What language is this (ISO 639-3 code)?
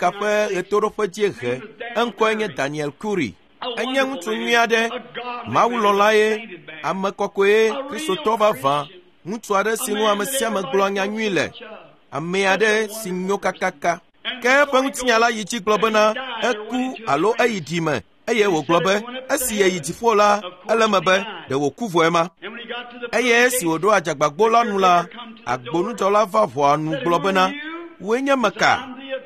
ewe